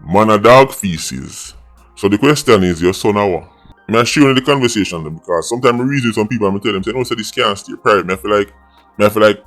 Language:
Jamaican Creole English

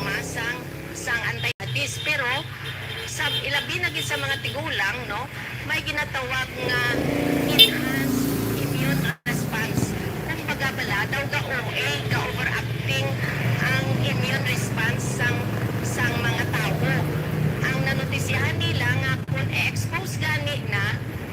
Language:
Hiligaynon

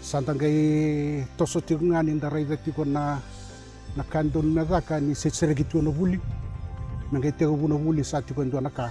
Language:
Fijian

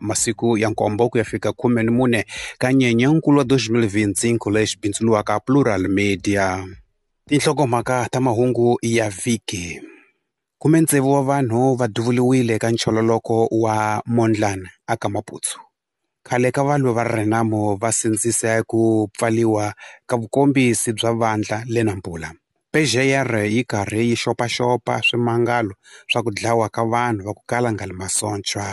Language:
Tsonga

